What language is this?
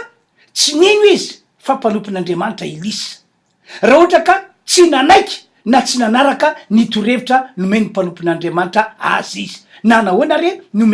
Malagasy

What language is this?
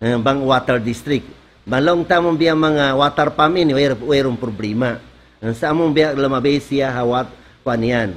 Tausug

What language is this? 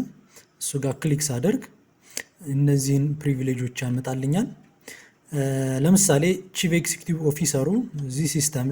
Amharic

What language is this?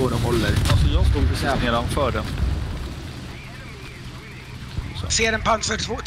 Swedish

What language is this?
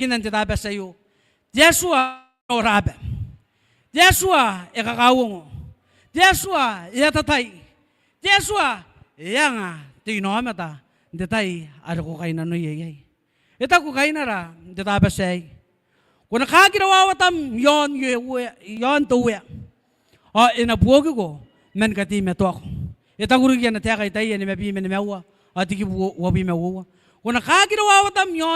Gilbertese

